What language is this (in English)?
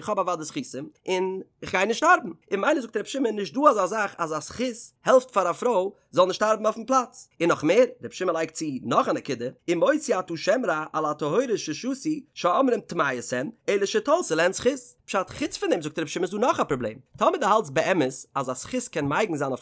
Yiddish